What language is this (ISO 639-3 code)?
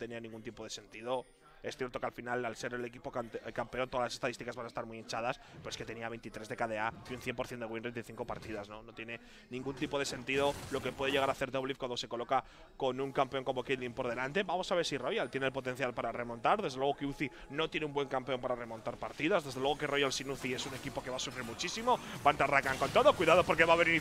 spa